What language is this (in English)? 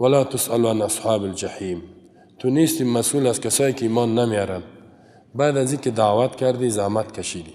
Persian